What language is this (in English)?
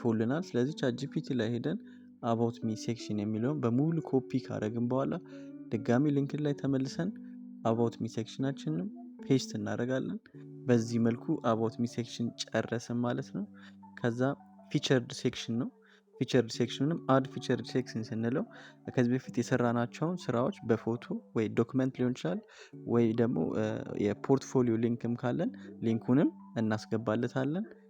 Amharic